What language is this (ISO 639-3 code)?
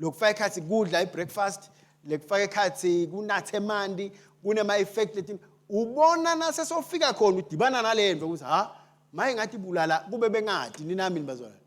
ssw